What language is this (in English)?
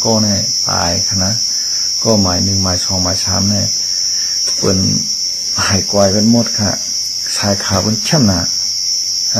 Shan